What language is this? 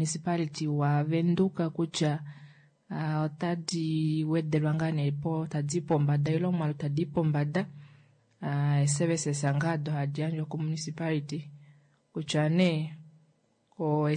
Kuanyama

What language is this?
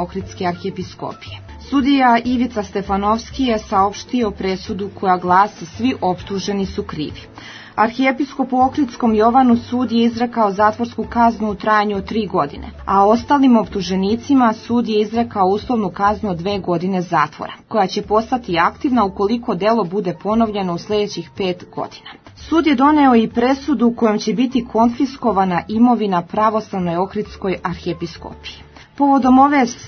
Serbian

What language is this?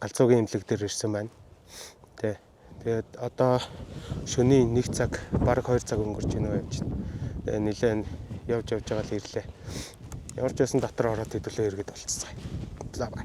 Mongolian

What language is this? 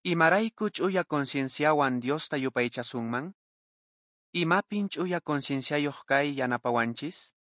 Quechua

